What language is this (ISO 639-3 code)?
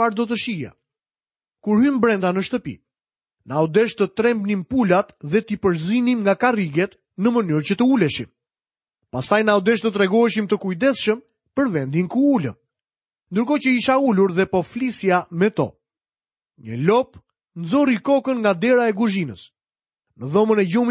sqi